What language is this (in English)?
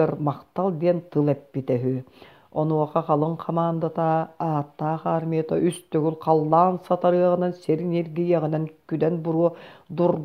Yakut